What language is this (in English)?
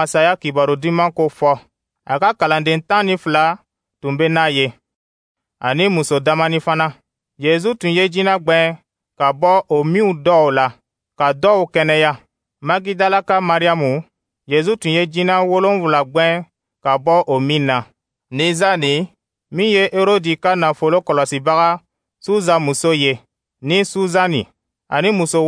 Dyula